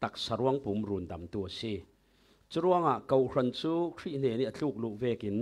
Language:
Falam Chin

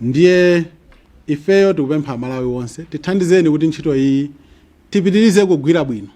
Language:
Nyanja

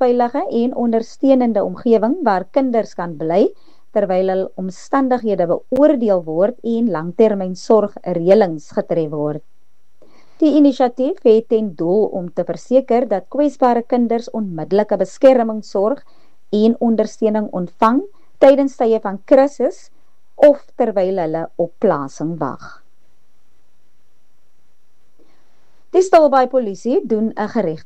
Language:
Afrikaans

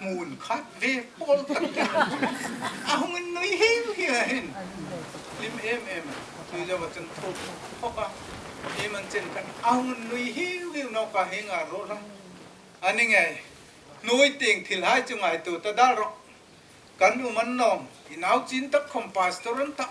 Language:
Hmar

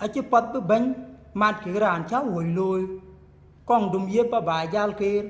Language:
Dinka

